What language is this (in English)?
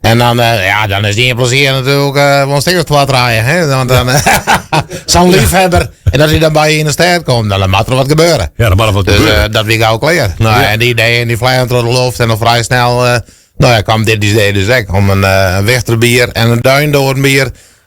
Western Frisian